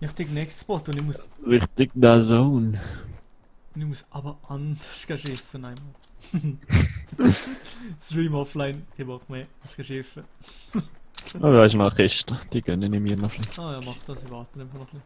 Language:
Swiss German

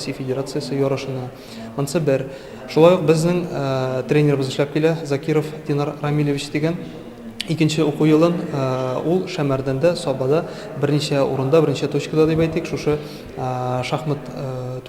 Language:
Tatar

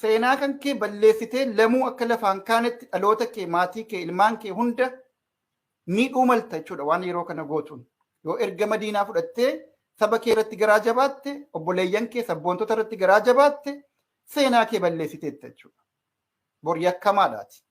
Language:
Oromo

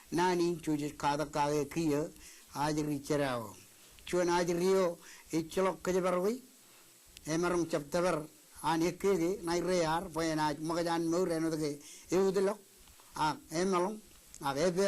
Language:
Marshallese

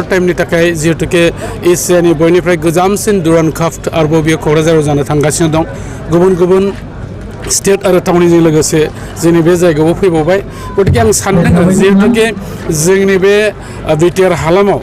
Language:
Bodo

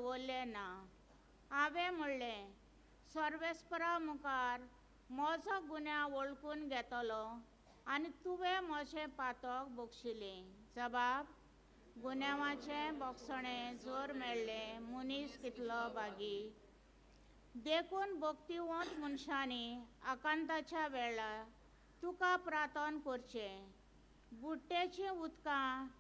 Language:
Konkani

